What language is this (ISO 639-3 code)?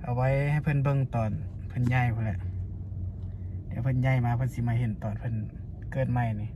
lao